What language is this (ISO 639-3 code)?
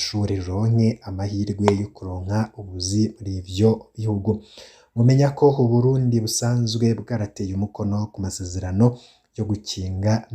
run